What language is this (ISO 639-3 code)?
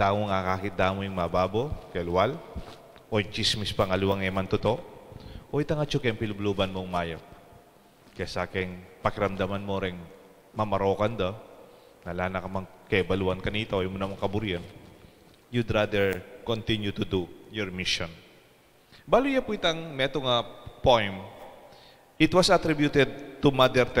pam